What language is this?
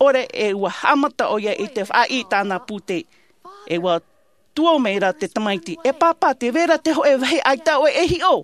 Tahitian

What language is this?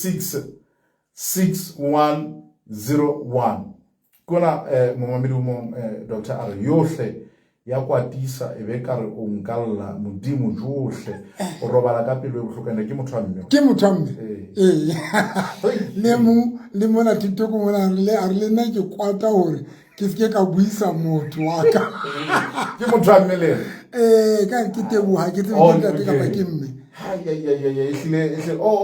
Southern Sotho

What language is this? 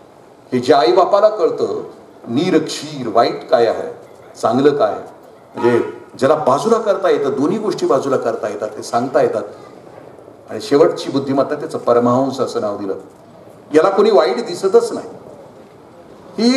Marathi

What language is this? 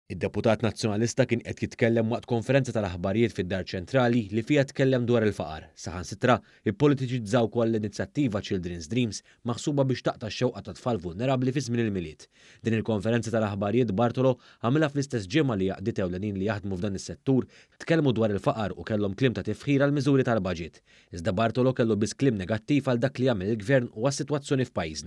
Maltese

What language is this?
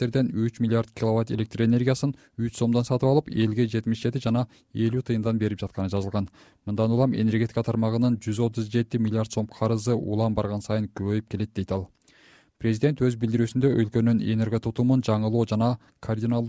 Kyrgyz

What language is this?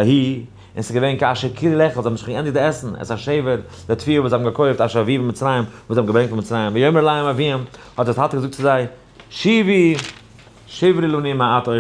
Yiddish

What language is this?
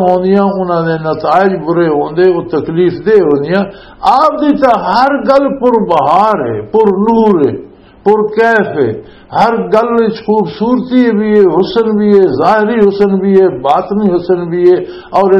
Western Panjabi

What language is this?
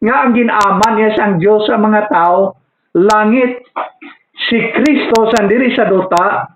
Hiligaynon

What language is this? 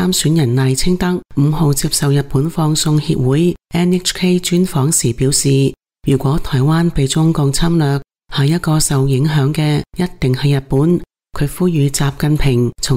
Cantonese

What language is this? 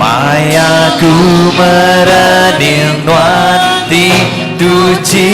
Iban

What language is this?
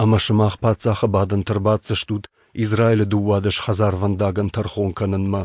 Ossetic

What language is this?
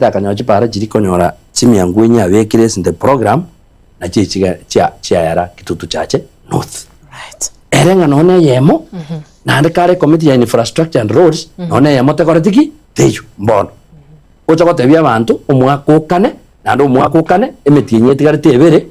Gusii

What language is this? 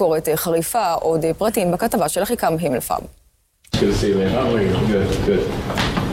Hebrew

